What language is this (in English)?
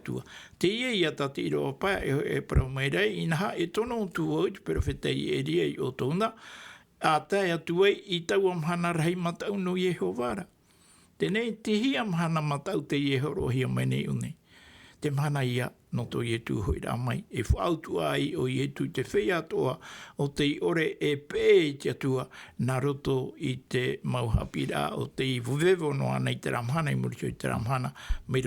Tahitian